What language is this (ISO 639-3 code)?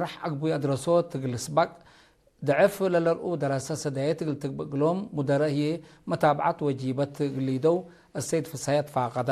tig